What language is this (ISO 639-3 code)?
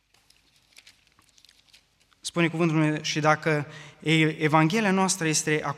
ron